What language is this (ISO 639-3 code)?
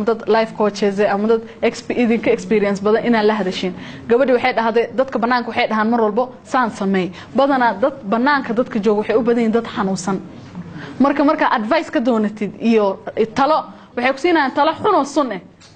som